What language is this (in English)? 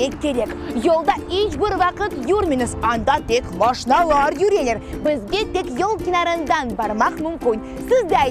Crimean Tatar